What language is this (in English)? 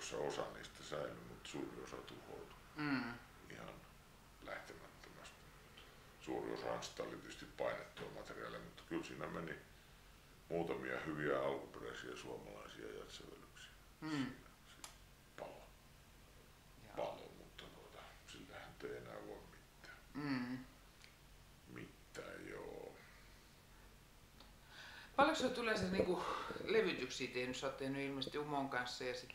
Finnish